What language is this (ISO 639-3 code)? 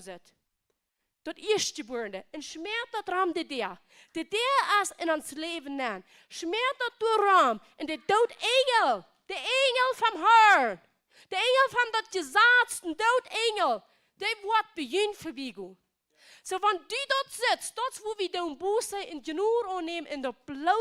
pdt